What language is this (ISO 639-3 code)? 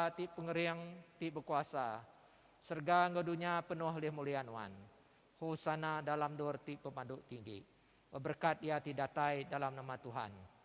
iba